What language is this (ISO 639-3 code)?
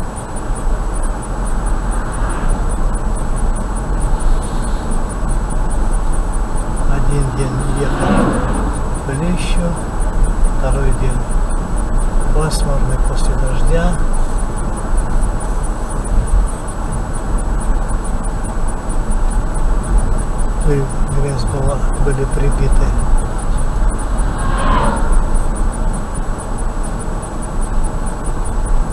rus